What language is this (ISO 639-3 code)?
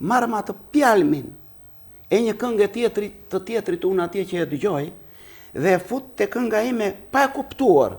sqi